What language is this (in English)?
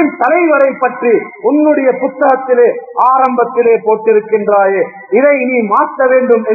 Tamil